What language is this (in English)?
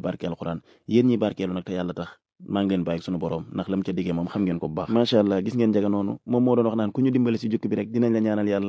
Wolof